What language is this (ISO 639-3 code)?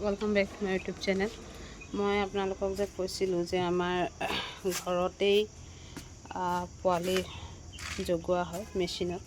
asm